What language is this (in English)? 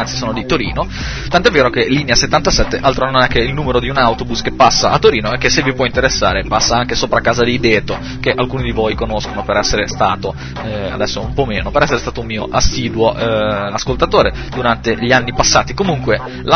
Italian